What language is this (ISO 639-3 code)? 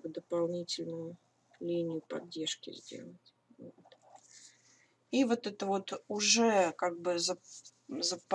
rus